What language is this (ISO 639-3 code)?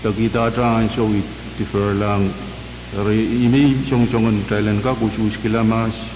pon